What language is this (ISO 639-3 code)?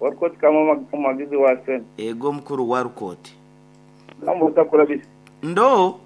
nyo